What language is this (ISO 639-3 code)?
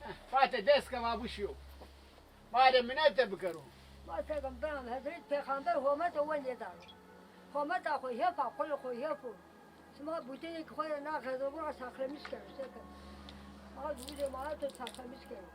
zza